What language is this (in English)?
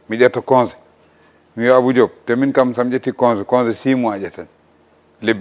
Fula